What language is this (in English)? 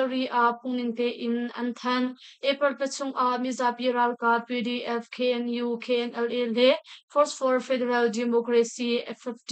Hakha Chin